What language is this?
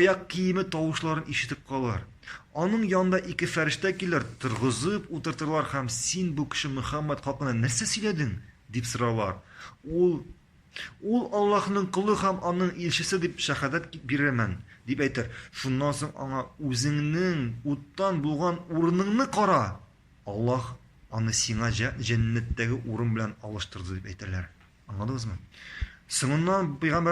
Tatar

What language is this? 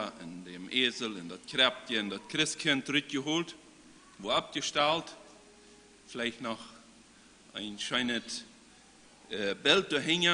Plautdietsch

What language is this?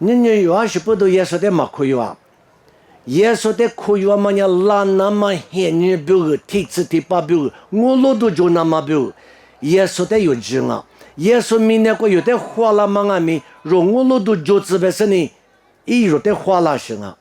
Lisu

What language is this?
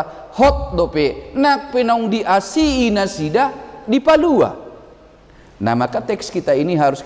Batak Toba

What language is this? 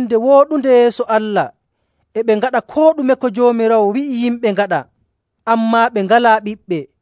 Nigerian Fulfulde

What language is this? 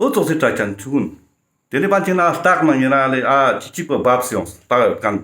Ladakhi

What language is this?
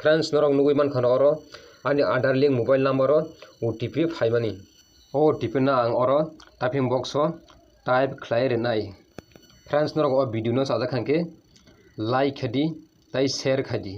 Kok Borok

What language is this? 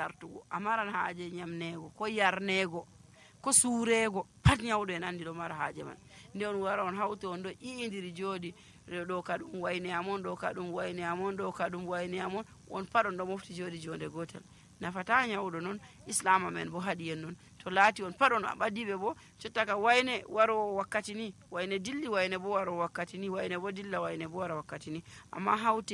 Nigerian Fulfulde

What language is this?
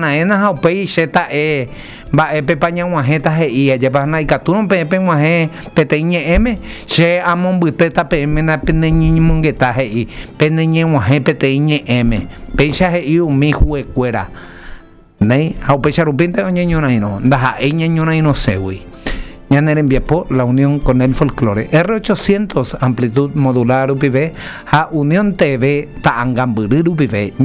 Guarani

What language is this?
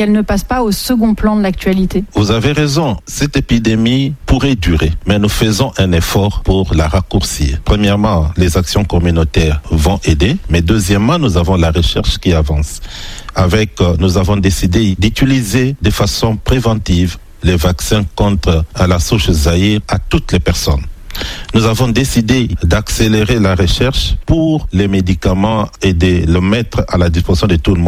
French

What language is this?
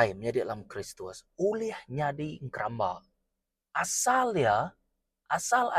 Iban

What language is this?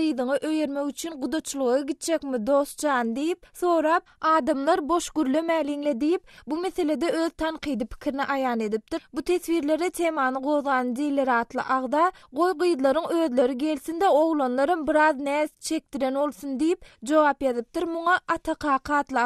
Turkmen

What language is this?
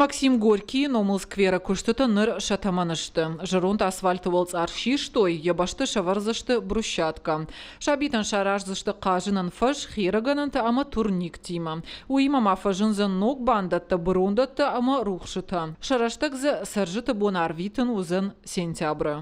Ossetic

